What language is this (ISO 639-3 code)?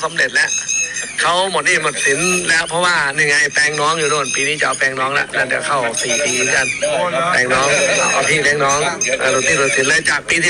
tha